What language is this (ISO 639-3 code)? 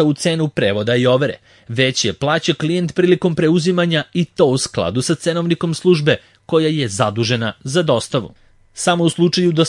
srp